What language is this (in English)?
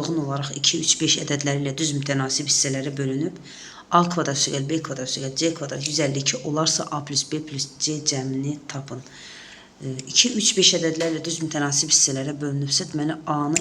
Azerbaijani